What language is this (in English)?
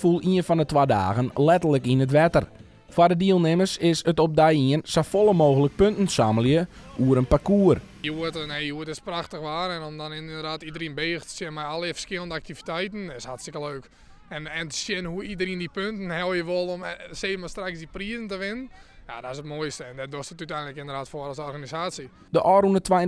Western Frisian